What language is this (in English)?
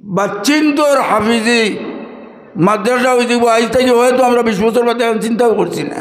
Sylheti